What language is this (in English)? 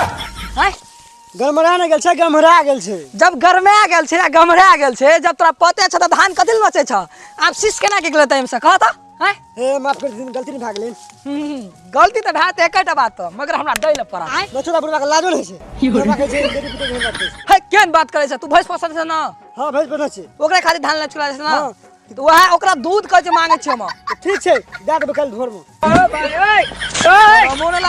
Maithili